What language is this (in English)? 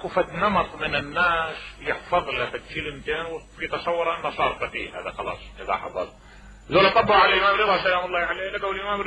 Mesopotamian Arabic